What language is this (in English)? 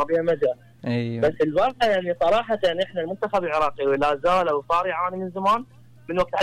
Mesopotamian Arabic